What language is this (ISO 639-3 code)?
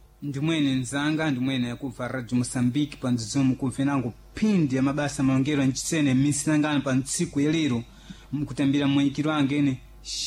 seh